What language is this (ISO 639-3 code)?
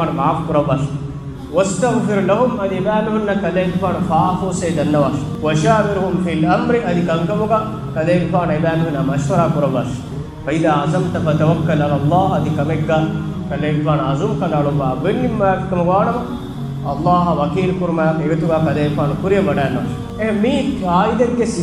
div